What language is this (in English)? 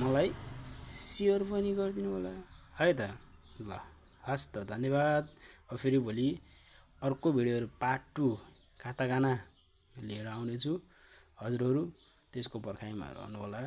Nepali